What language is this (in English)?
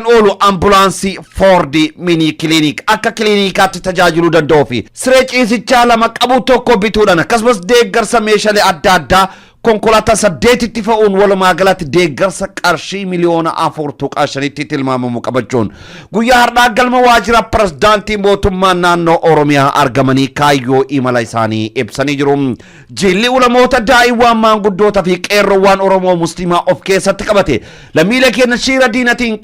Oromo